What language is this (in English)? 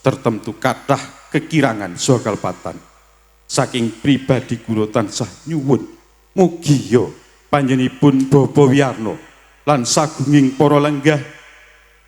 Javanese